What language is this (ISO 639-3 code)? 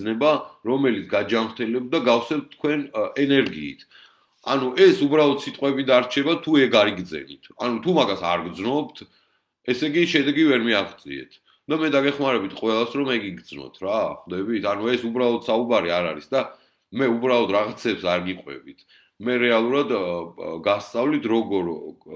kat